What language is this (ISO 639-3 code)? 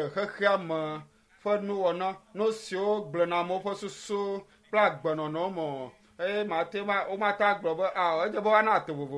ewe